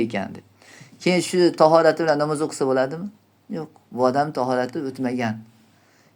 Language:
Uzbek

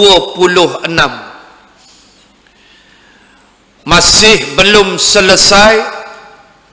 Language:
Malay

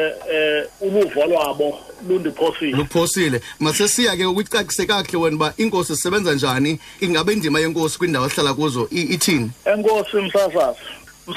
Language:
Xhosa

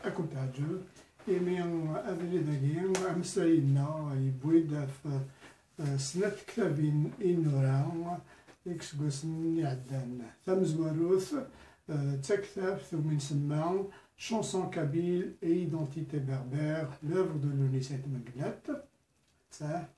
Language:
Kabyle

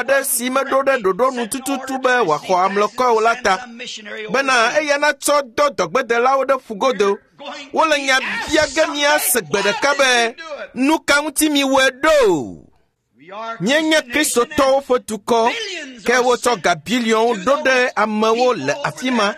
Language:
Ewe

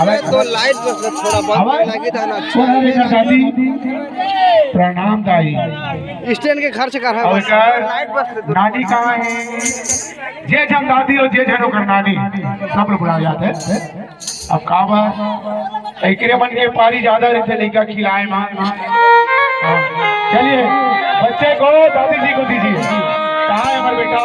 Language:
Chhattisgarhi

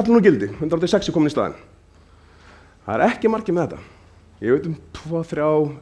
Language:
Icelandic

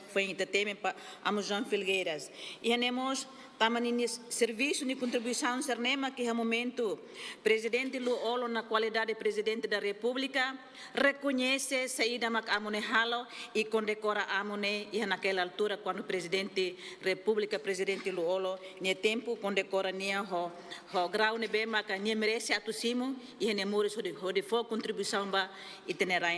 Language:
Tetum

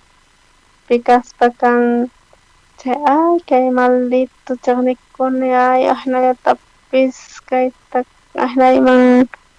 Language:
South Bolivian Quechua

